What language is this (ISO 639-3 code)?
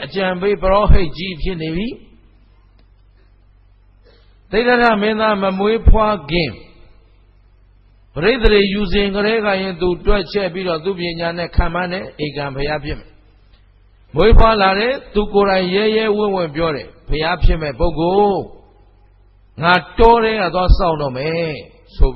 mya